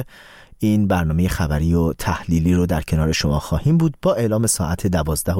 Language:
Persian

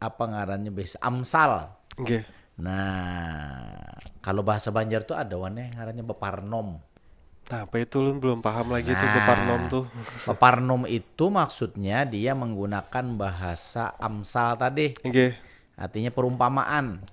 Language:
Banjar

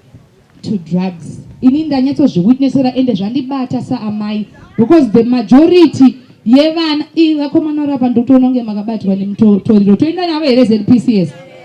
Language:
Shona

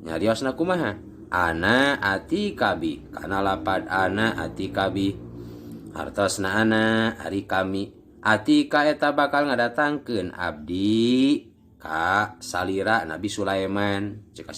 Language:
Sundanese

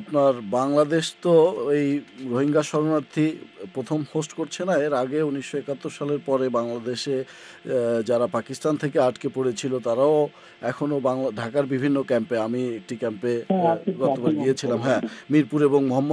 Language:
Bangla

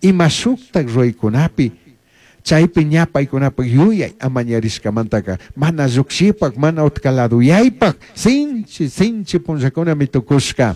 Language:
Chimborazo Highland Quichua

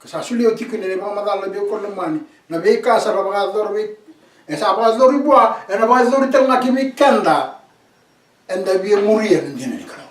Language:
Fijian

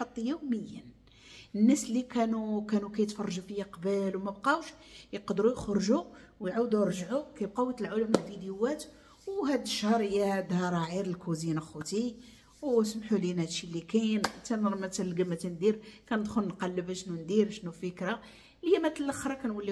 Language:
Moroccan Arabic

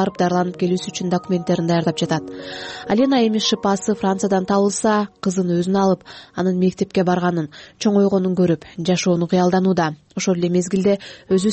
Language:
Kyrgyz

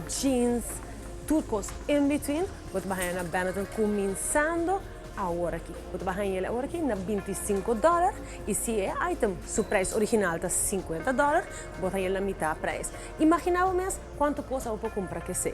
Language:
Papiamento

